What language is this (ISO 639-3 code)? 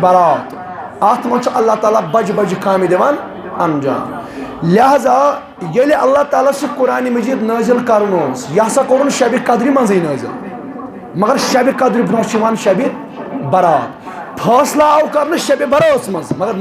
kas